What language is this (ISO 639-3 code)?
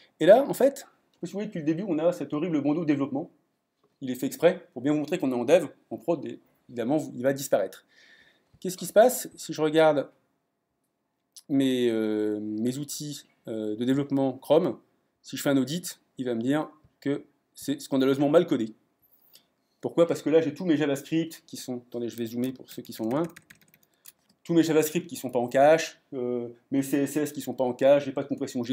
fra